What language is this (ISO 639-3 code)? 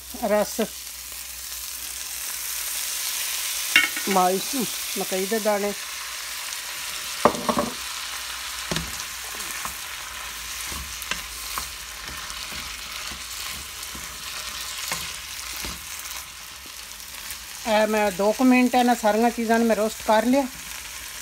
pan